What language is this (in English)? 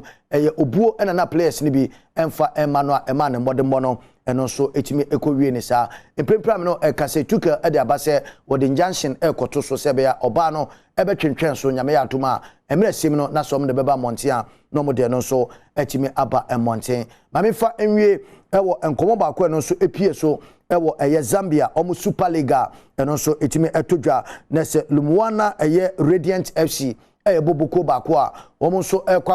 Akan